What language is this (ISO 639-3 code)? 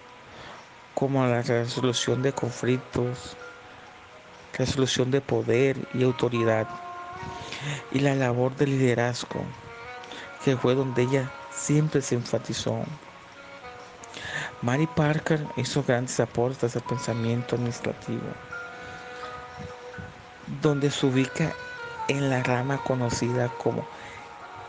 spa